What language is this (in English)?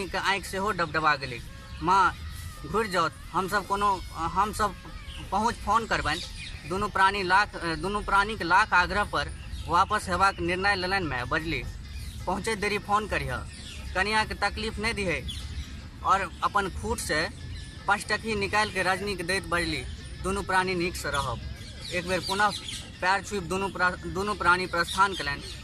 Maithili